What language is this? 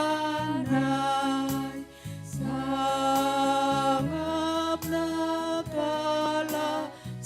Batak Karo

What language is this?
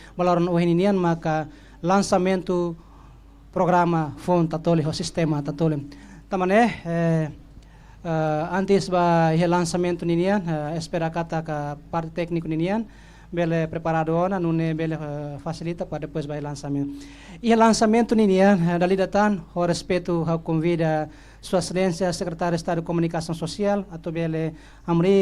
Tetum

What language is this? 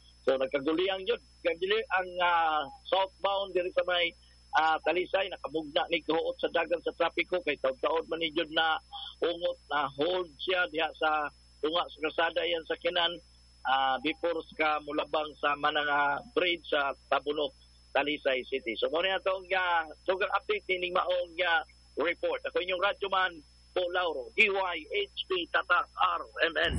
Cebuano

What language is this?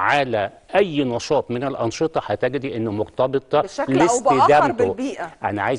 Egyptian Arabic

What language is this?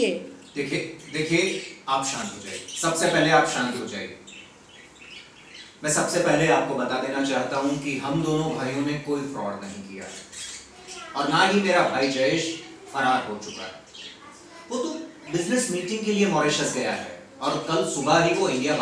Hindi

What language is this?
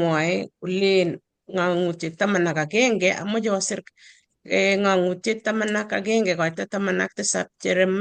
Kalenjin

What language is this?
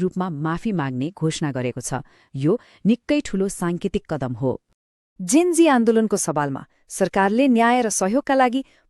Nepali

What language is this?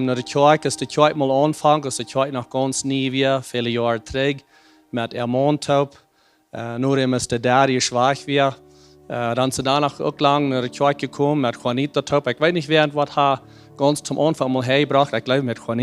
Plautdietsch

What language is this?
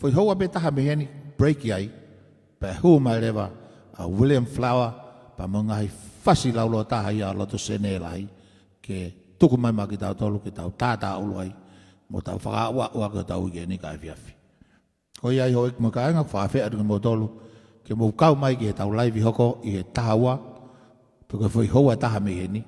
Tongan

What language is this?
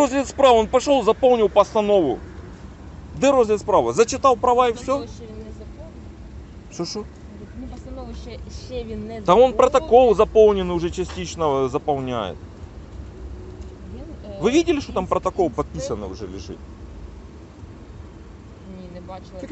Ukrainian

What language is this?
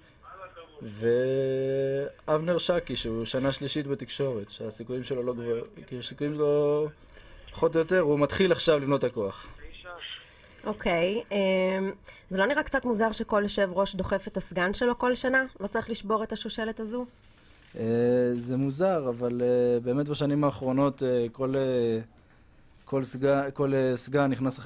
Hebrew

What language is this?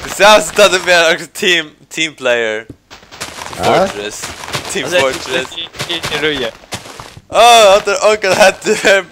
Faroese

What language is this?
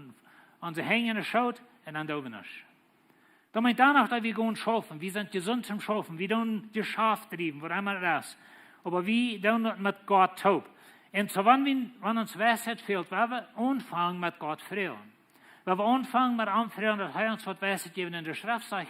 Plautdietsch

